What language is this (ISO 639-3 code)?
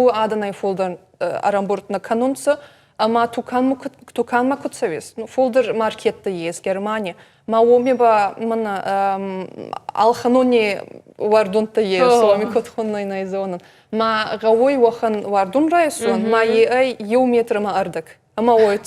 oss